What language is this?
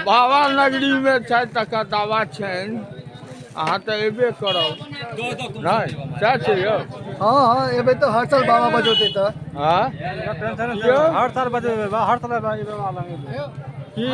Maithili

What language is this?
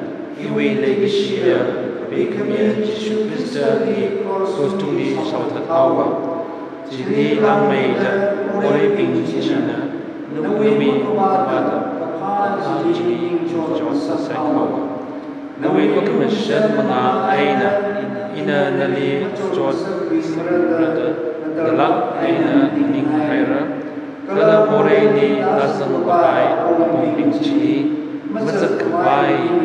Tangkhul Naga (India)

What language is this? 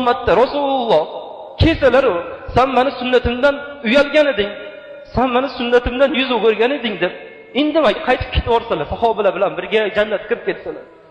Uzbek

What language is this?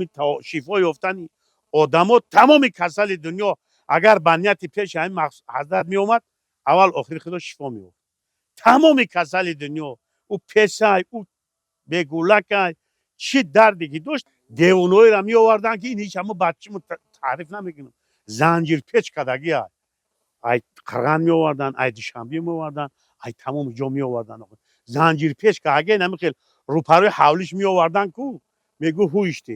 Tajik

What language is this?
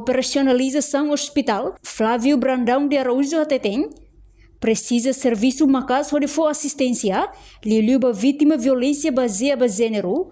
Tetum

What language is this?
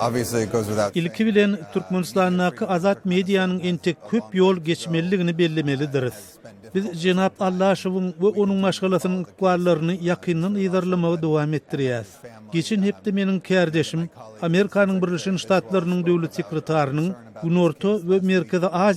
Turkmen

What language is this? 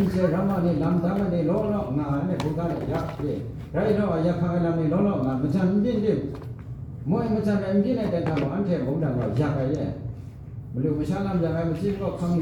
Kachin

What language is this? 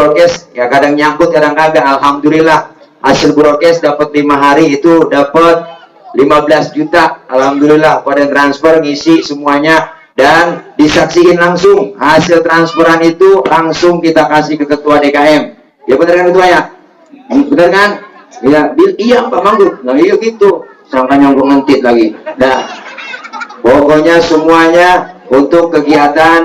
Betawi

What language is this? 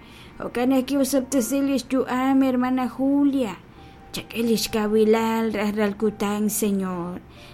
Kekchí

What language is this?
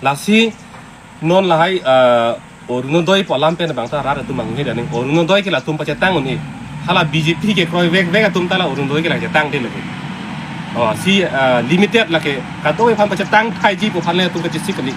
Karbi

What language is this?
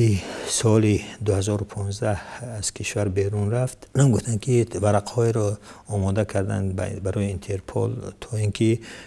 Tajik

